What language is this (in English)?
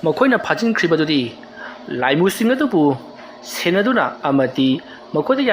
Manipuri